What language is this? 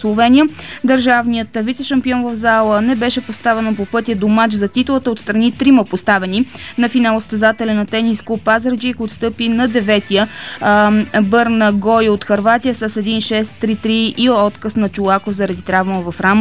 Bulgarian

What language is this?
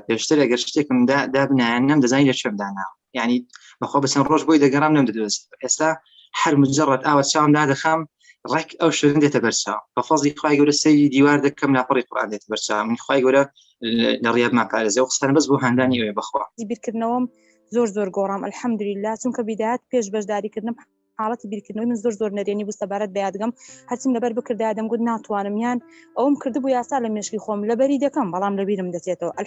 Central Kurdish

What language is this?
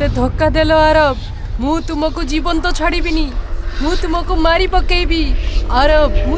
Odia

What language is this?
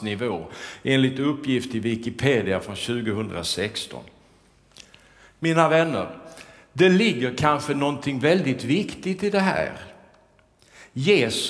Swedish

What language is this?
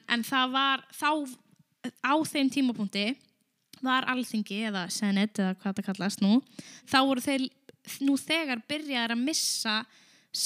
Icelandic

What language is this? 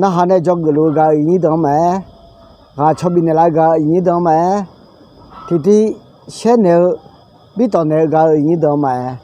Akha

